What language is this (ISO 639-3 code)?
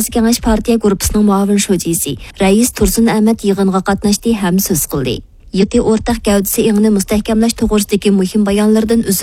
uig